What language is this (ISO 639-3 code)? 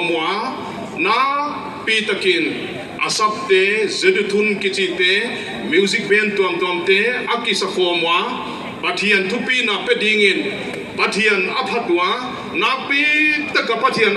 pck